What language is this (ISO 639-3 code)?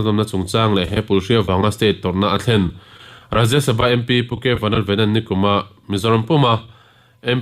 lus